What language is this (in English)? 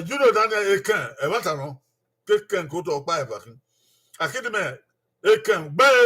Bini